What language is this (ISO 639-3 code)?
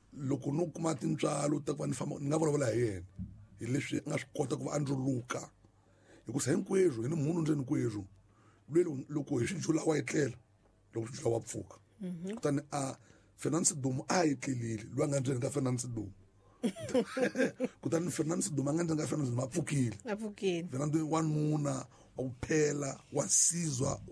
tso